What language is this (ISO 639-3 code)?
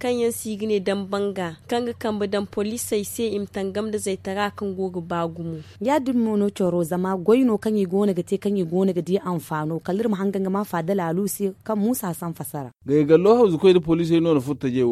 dje